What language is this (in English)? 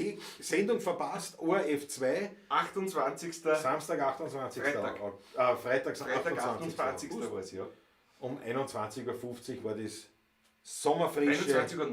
Bavarian